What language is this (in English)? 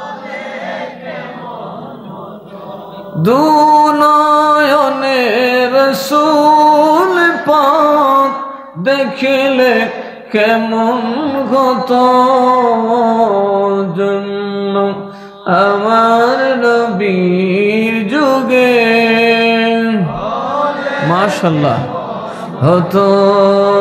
Bangla